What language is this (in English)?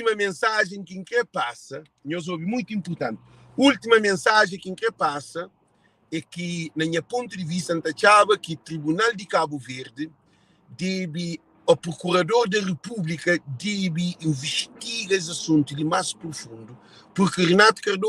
Kabuverdianu